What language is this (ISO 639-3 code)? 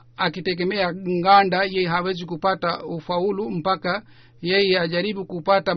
swa